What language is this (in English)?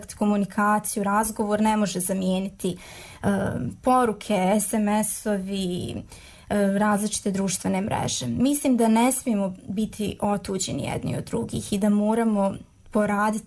Croatian